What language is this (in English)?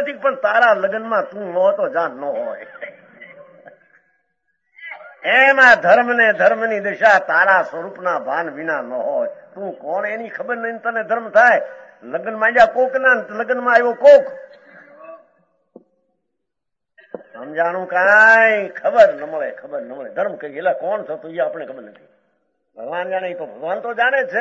Gujarati